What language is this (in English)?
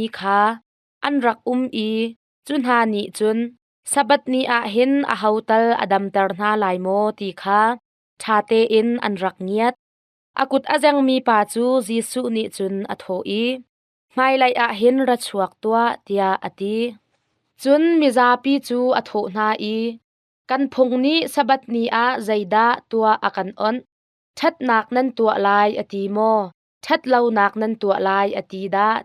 Hakha Chin